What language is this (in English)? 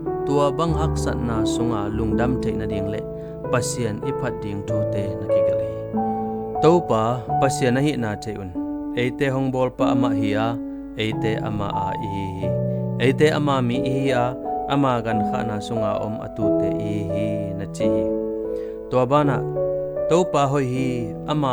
Tedim Chin